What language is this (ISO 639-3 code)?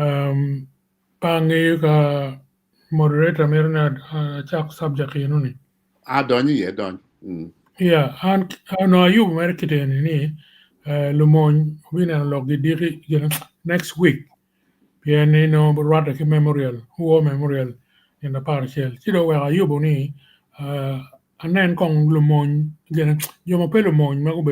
ach